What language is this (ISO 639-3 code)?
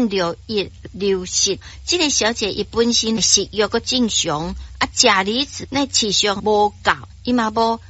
nan